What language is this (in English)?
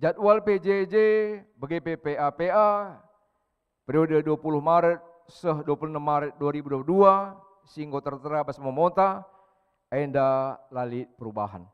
Batak Karo